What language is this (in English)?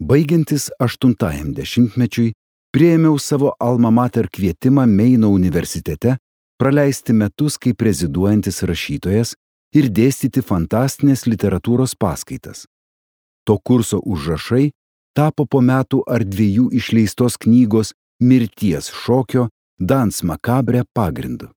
Lithuanian